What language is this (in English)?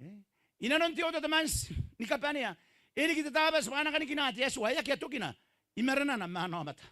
Gilbertese